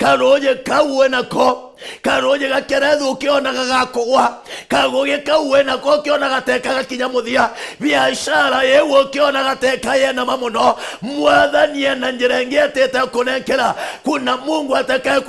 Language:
Meru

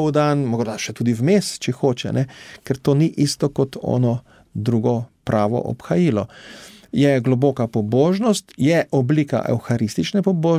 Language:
Slovenian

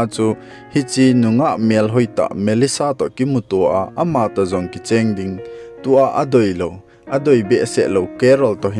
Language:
Thado Chin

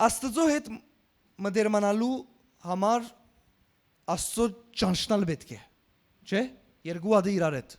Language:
Western Armenian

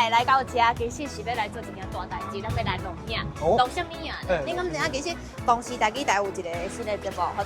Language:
Min Nan Chinese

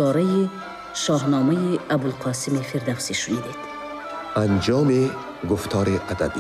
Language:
Tajik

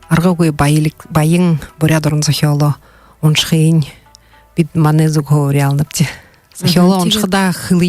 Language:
Buriat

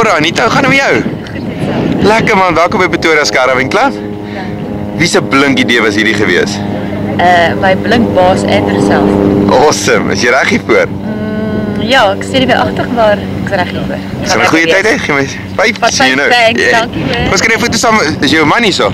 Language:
Afrikaans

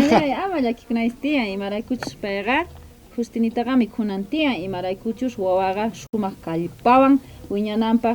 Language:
South Bolivian Quechua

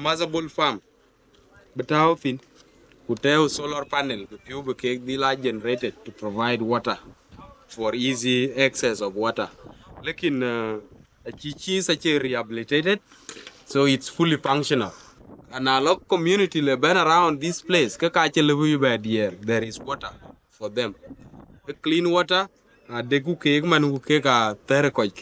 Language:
Dinka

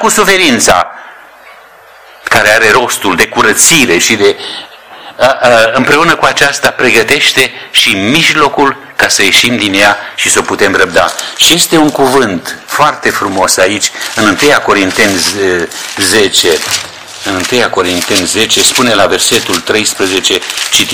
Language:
Romanian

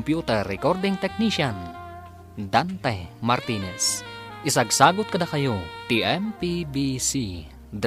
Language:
Iloko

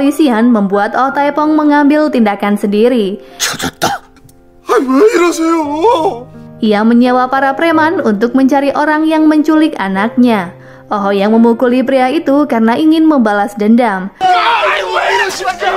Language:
Indonesian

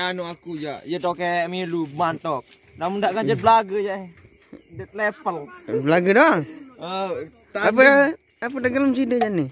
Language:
Sasak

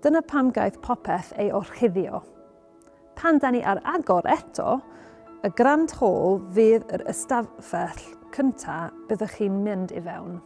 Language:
Welsh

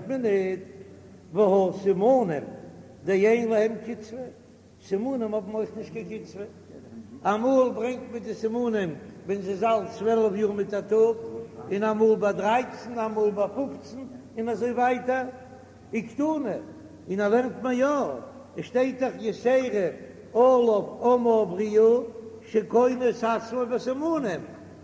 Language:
Yiddish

